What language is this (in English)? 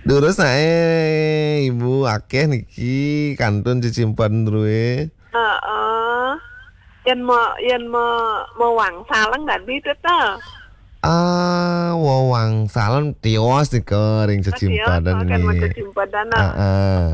Balinese